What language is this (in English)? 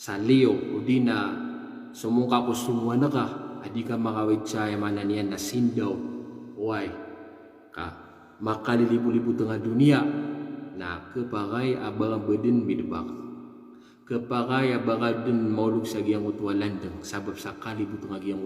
Maranao